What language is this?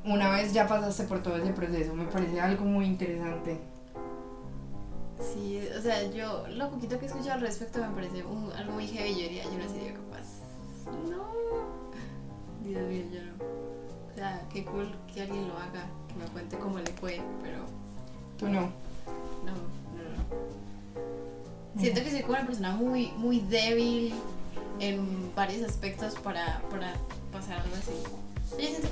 Spanish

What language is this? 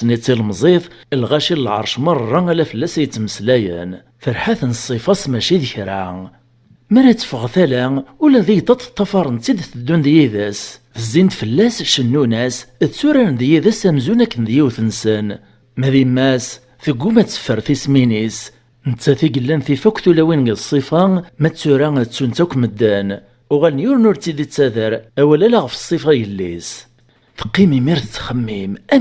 Kabyle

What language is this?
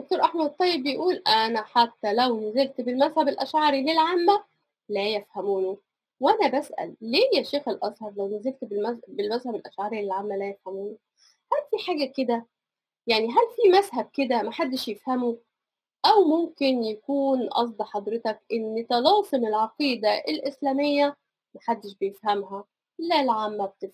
Egyptian Arabic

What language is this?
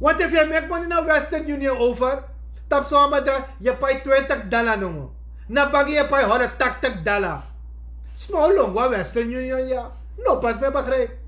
Sranan Tongo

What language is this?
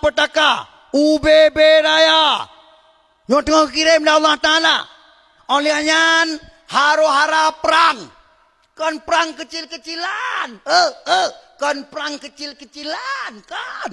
Achinese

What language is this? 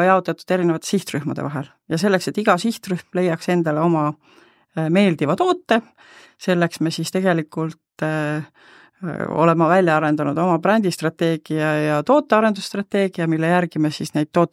Estonian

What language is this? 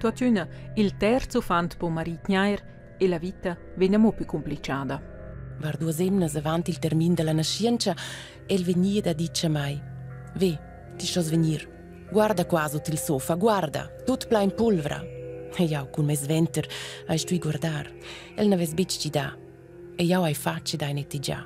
Romansh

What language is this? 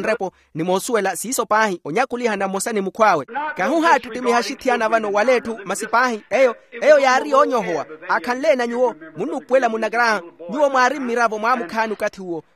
Makhuwa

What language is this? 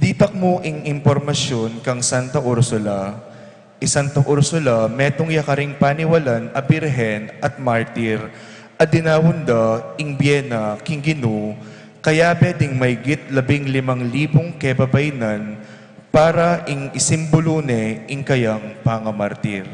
Pampanga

